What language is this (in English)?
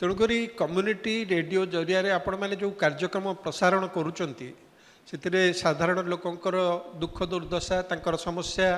Odia